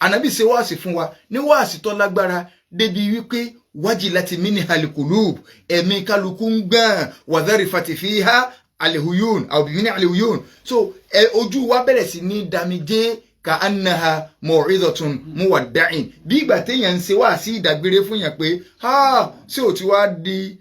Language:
Yoruba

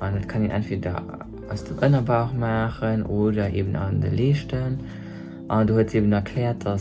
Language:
Luxembourgish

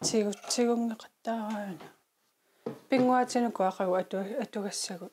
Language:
Kalaallisut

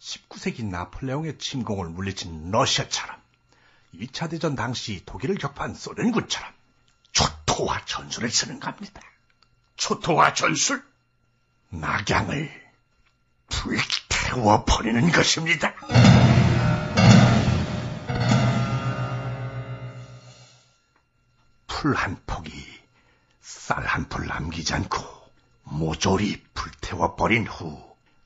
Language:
Korean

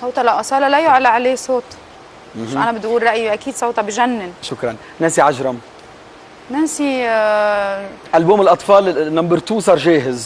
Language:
Egyptian Arabic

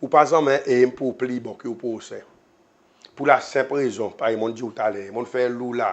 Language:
Seselwa Creole French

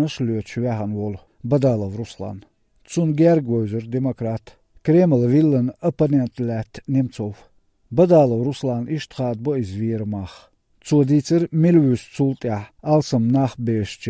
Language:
Chechen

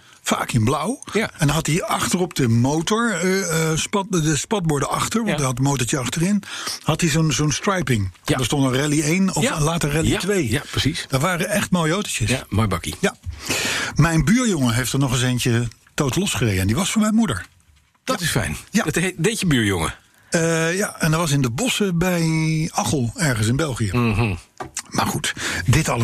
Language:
Dutch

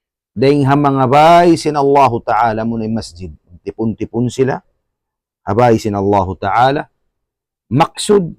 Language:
Tausug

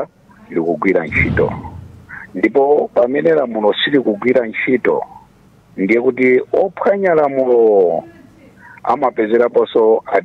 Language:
Nyanja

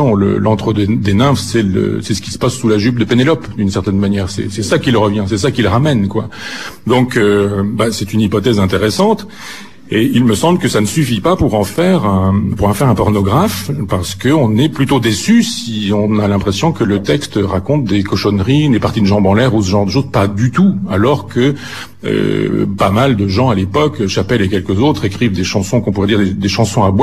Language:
French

